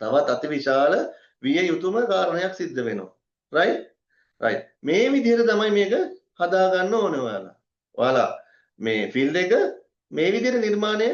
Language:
Sinhala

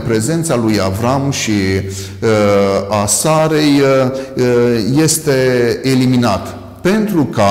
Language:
Romanian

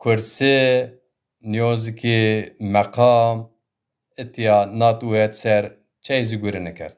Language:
Zaza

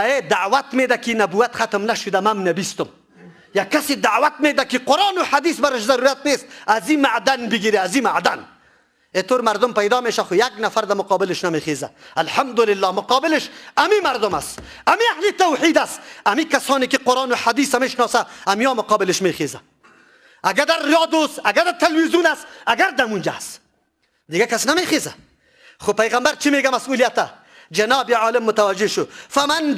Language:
Persian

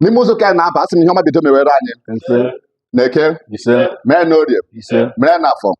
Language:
Igbo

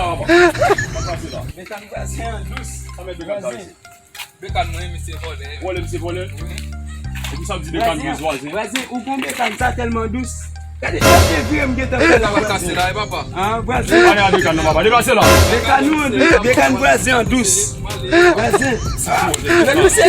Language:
Haitian Creole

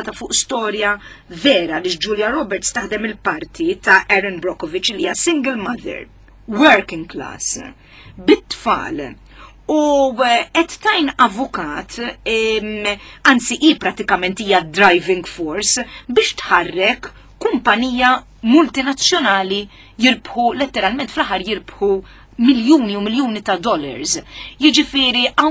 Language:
Maltese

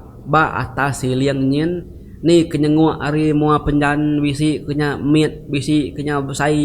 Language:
Iban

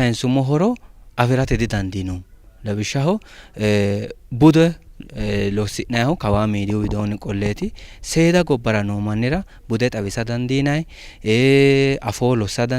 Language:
Sidamo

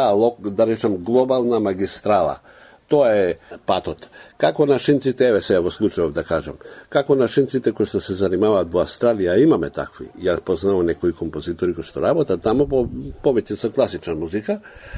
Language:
Macedonian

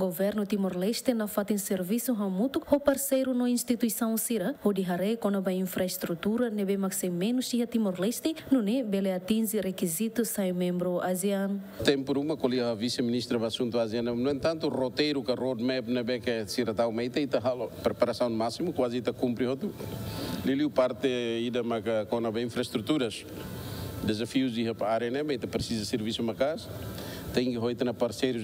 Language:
Tetum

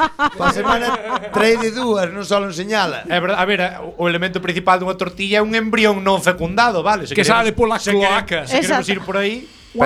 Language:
Galician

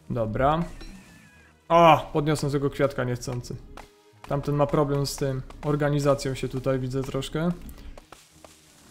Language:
Polish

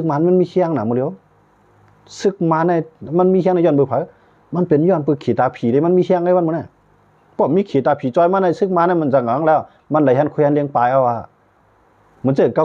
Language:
Shan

